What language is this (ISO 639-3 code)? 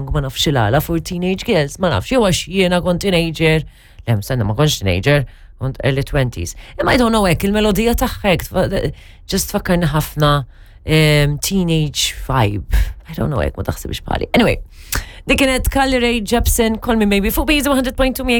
mlt